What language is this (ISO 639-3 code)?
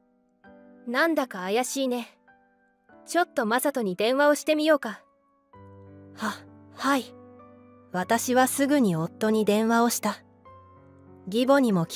jpn